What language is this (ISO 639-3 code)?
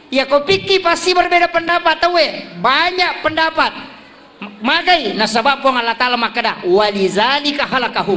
bug